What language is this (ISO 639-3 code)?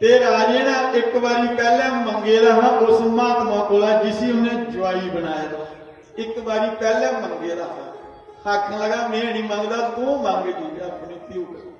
doi